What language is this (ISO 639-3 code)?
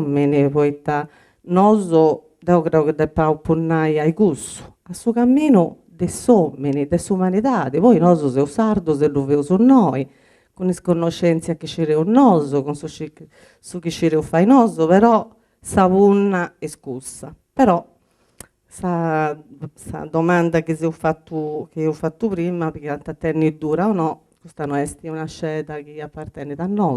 srd